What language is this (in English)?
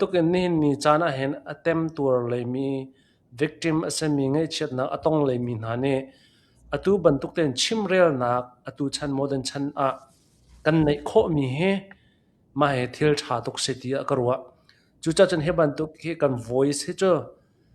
Hakha Chin